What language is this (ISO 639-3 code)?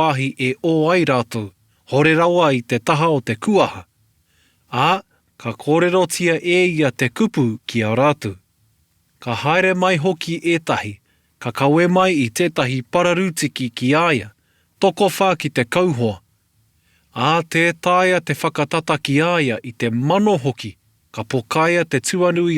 mri